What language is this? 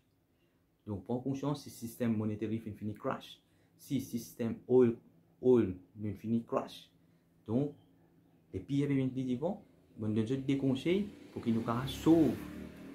Morisyen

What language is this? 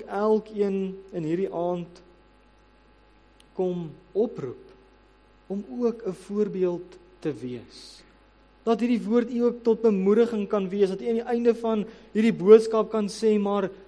Afrikaans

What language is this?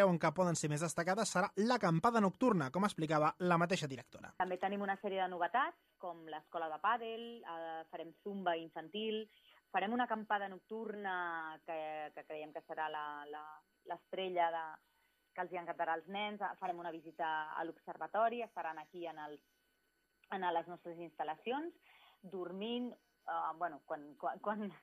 Catalan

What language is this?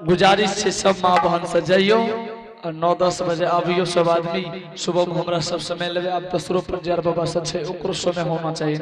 Angika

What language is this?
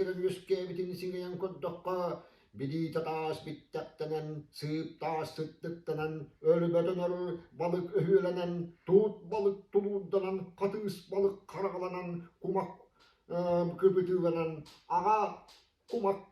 Yakut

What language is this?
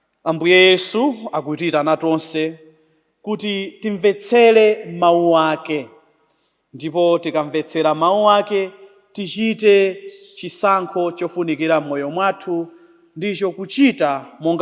Nyanja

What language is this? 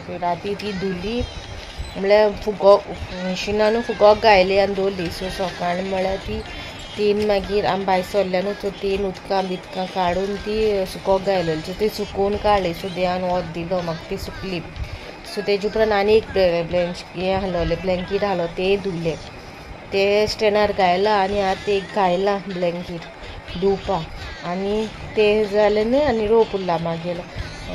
Konkani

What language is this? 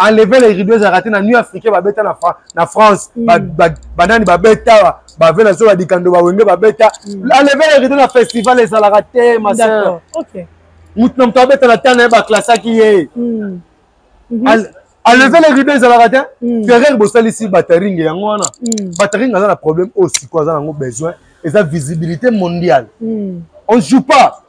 Lingala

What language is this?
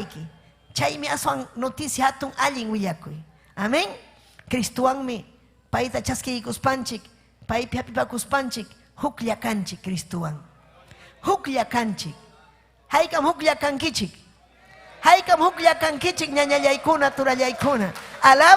Ayacucho Quechua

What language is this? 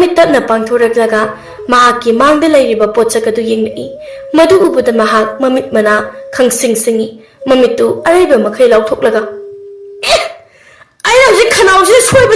Manipuri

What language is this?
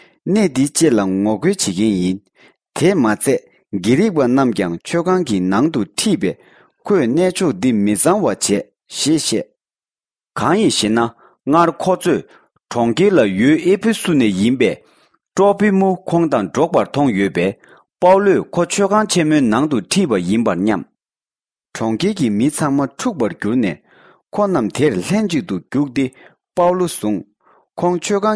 Tibetan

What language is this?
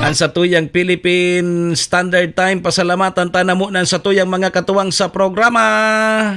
Bikol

